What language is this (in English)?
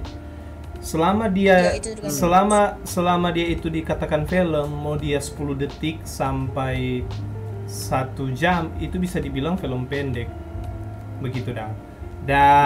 Manado Malay